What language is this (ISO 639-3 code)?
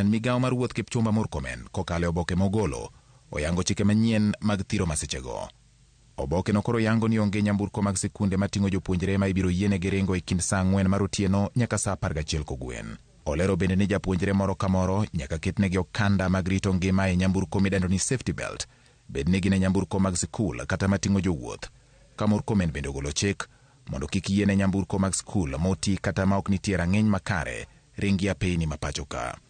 luo